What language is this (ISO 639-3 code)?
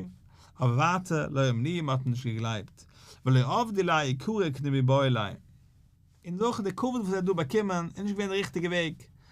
yid